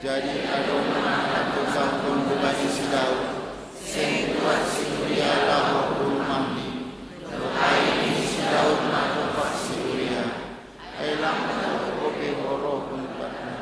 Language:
Batak Simalungun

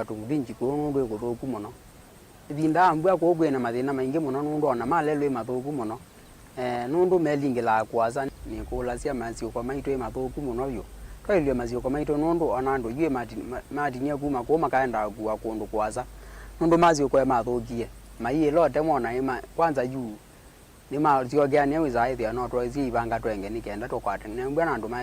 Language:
Kamba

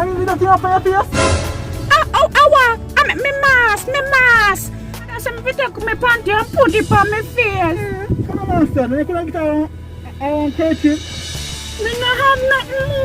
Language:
Jamaican Creole English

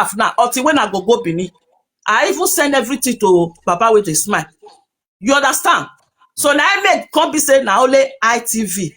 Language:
Nigerian Pidgin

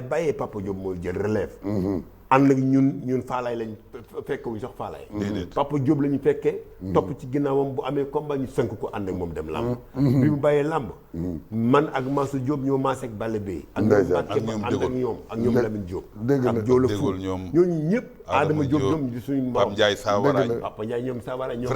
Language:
Wolof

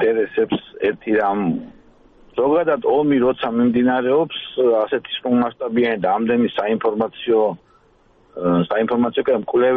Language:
Georgian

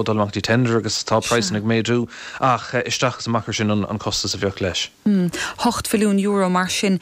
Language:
Irish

